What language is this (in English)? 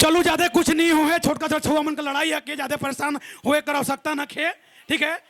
Sadri